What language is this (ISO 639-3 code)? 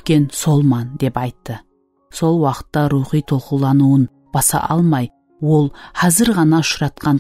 kaa